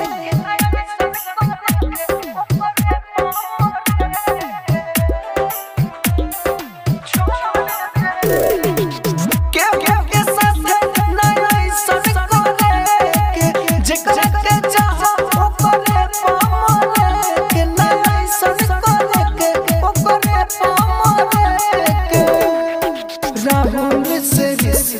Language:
Bhojpuri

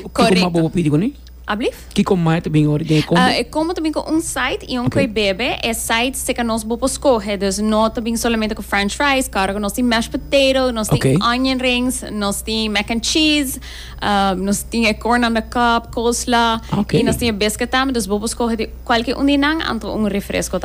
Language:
Papiamento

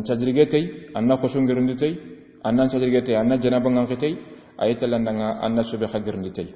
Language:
Soninke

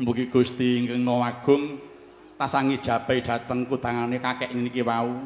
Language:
Javanese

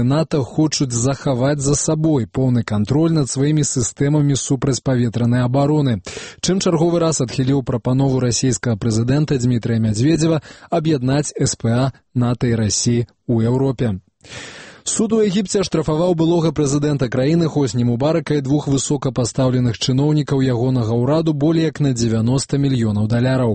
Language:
Belarusian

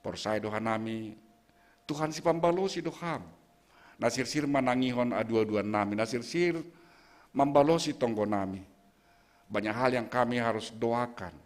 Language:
Batak Simalungun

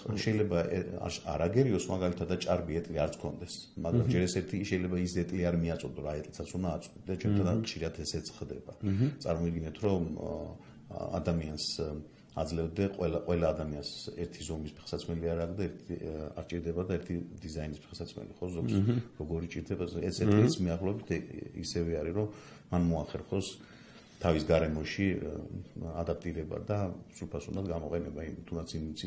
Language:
Georgian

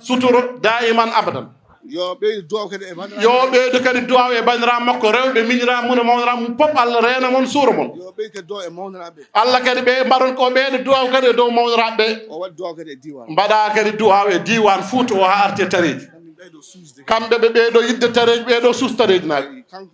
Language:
Fula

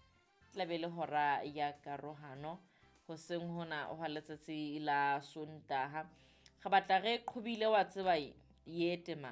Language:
Southern Sotho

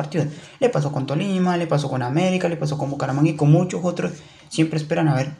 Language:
Spanish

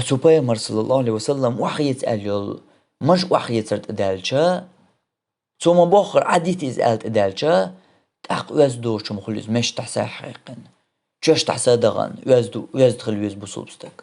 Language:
Chechen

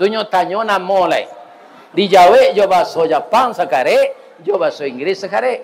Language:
Minangkabau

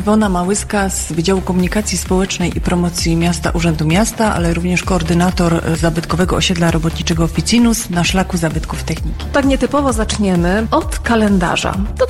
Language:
Polish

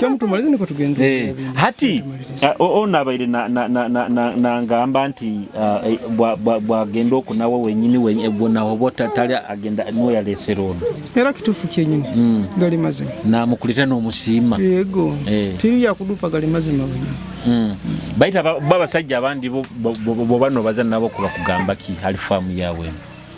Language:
Nyoro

